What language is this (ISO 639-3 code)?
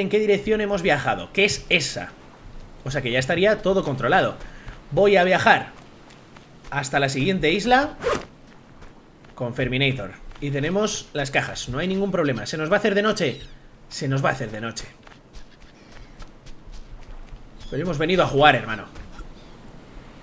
spa